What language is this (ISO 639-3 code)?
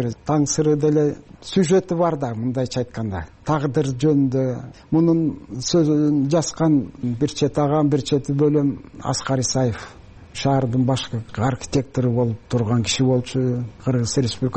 kir